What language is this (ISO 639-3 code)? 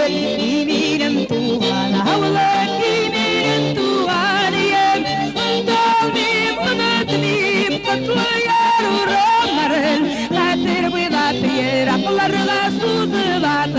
tat